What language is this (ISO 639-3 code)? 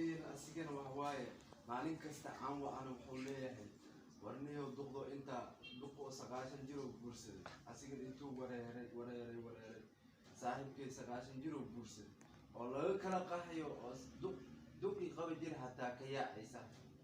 som